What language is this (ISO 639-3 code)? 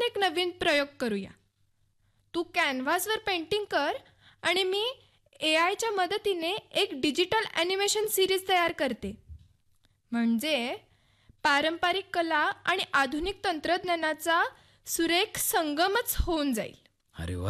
mar